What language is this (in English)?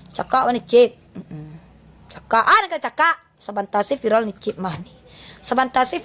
Minangkabau